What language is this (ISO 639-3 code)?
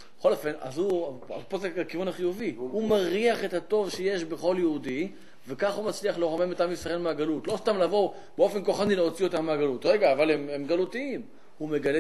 heb